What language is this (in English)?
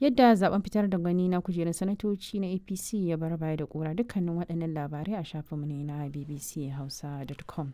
Hausa